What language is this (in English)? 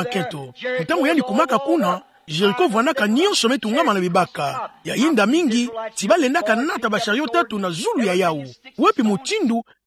Kituba (Democratic Republic of Congo)